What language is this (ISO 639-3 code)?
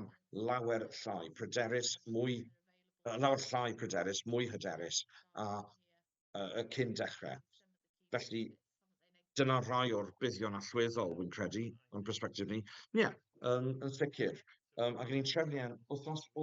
cym